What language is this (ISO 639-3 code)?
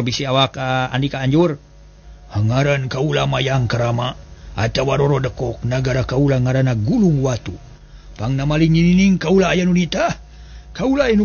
sun